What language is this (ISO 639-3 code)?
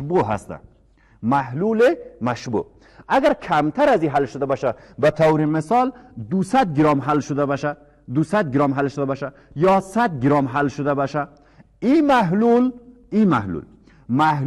fas